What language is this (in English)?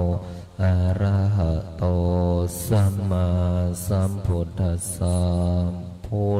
Pali